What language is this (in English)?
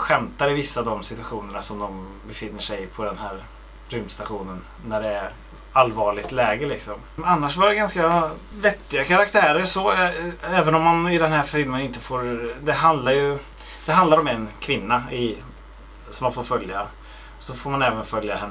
Swedish